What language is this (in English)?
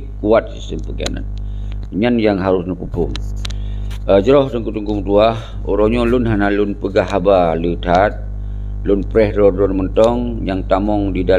Achinese